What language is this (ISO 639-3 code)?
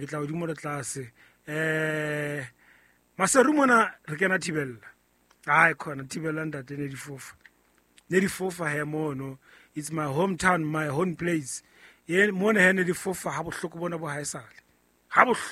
sot